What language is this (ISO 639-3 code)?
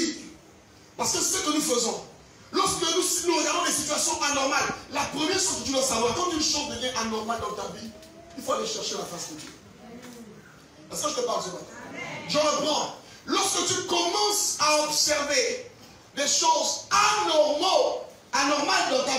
fra